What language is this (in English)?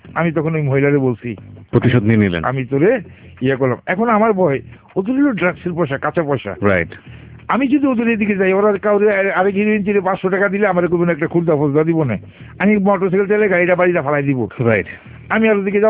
Bangla